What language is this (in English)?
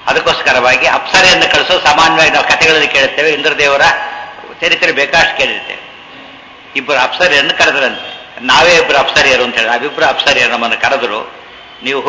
Kannada